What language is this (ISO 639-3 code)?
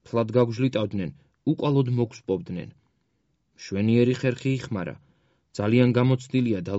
kat